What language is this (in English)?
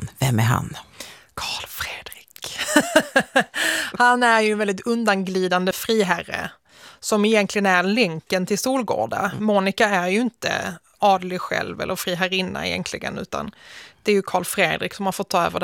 Swedish